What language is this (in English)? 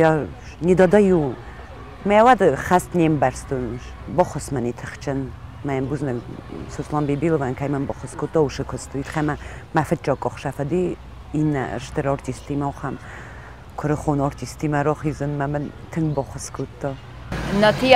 Ossetic